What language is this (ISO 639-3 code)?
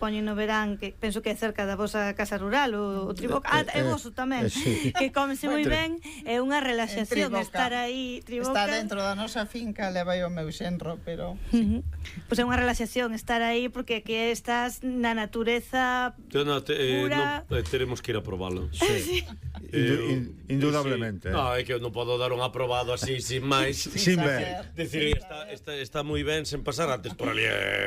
glg